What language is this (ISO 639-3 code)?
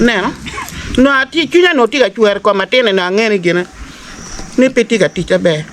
ach